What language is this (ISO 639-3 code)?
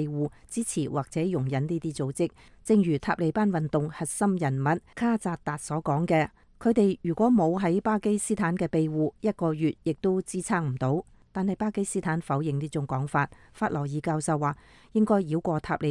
yue